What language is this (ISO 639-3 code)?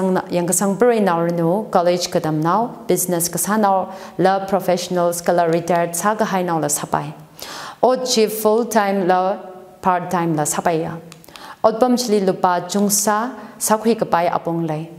nmf